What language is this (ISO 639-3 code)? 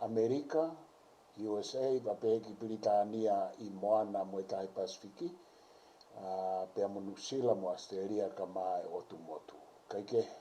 ton